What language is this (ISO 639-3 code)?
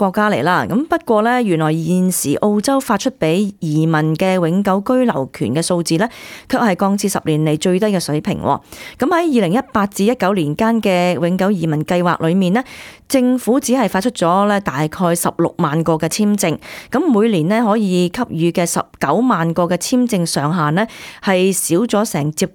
yue